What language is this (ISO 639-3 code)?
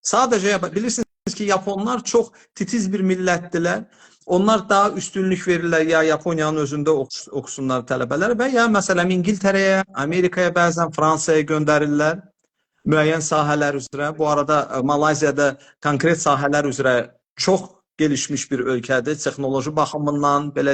aze